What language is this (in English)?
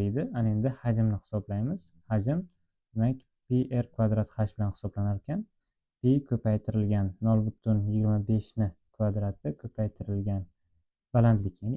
Uzbek